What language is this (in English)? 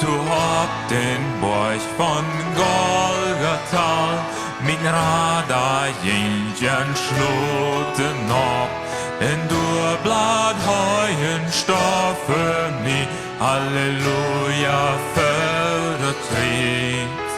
Plautdietsch